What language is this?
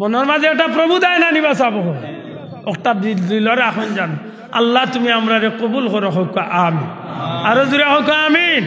Sylheti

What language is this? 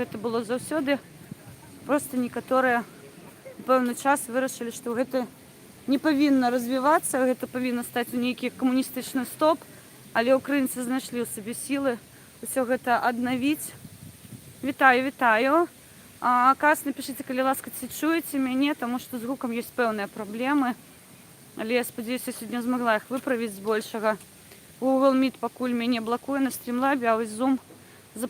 Belarusian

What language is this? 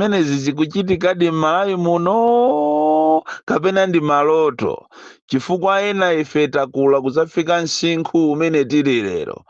Nyanja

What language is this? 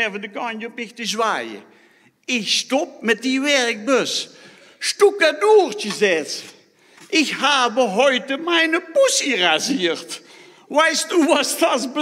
Limburgish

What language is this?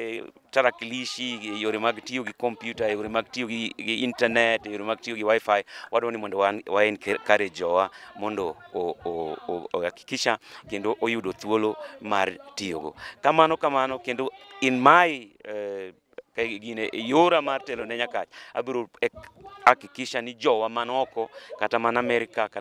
Luo (Kenya and Tanzania)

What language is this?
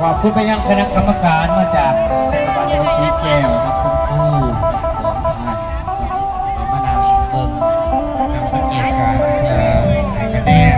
Northeastern Thai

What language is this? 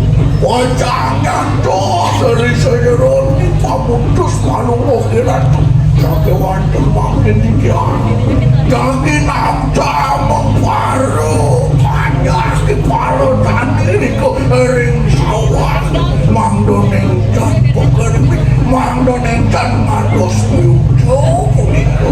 Balinese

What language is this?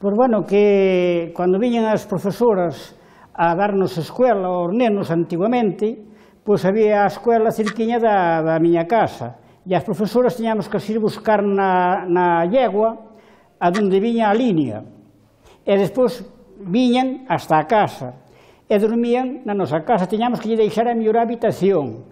Galician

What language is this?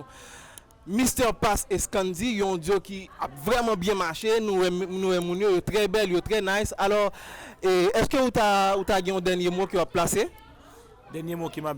Haitian Creole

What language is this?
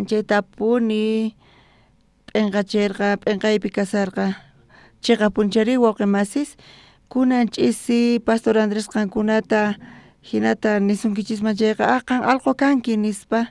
South Bolivian Quechua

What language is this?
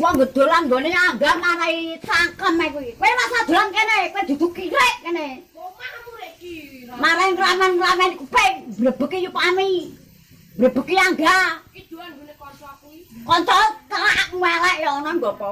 Javanese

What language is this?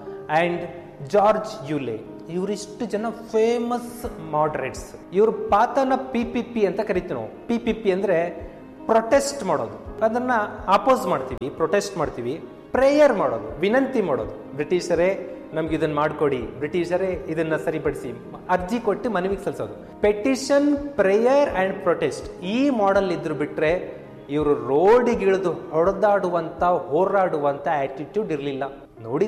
Kannada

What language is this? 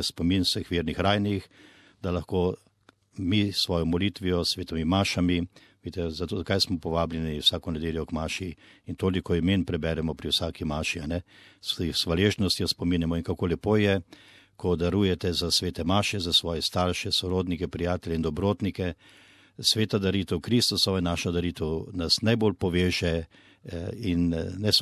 Slovenian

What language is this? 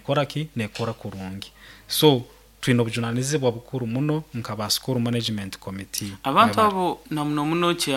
Nyoro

